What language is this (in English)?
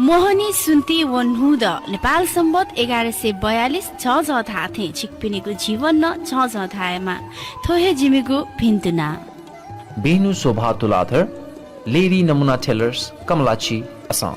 Newari